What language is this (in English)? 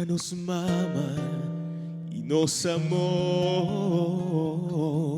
Papiamento